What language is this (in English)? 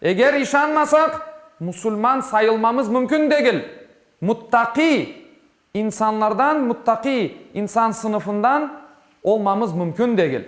Crimean Tatar